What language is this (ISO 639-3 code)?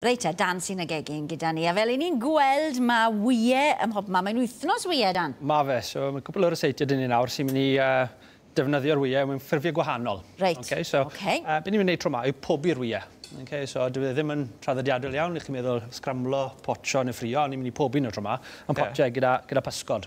cym